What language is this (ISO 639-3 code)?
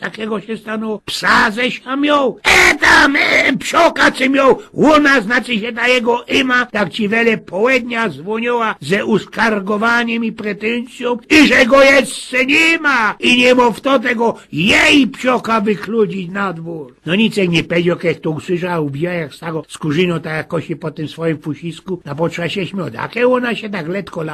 szl